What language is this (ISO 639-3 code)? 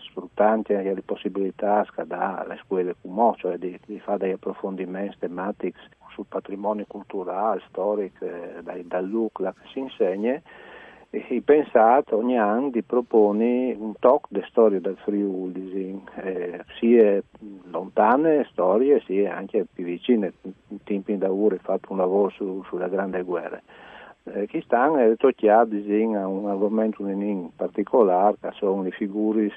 fur